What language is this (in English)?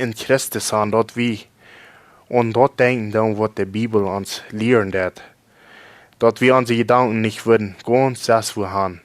Plautdietsch